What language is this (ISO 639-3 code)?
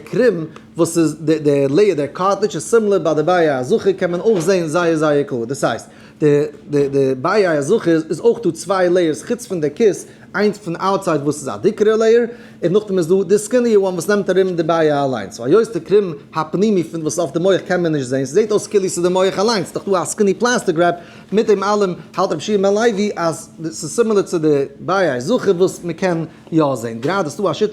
yid